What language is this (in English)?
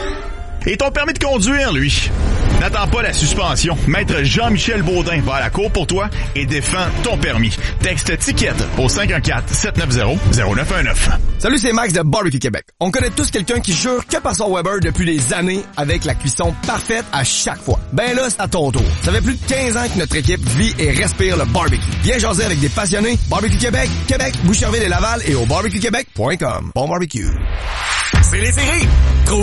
French